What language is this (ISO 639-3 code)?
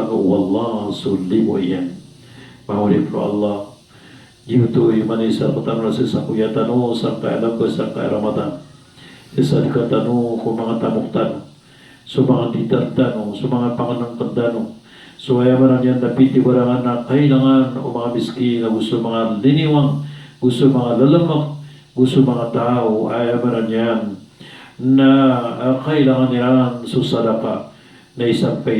mrw